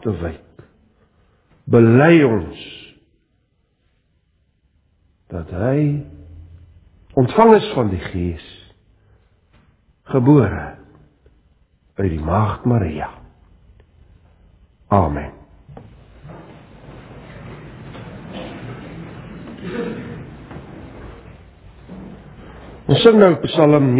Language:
Afrikaans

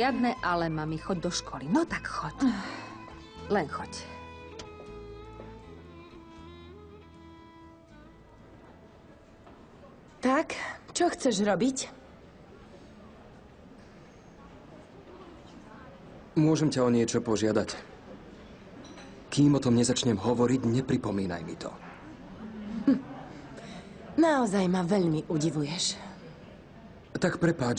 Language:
Slovak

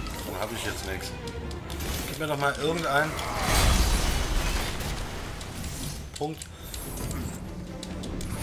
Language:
German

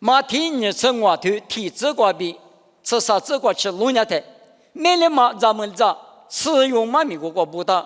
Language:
Lisu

